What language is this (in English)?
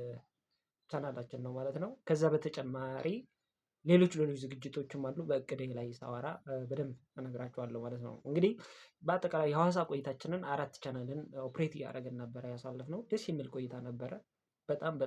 Amharic